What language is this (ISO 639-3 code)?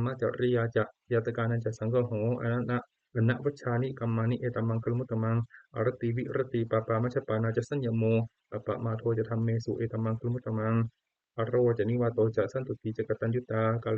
pli